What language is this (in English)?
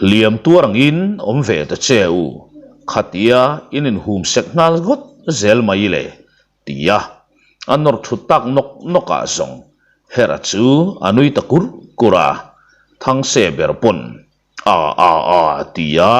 Mizo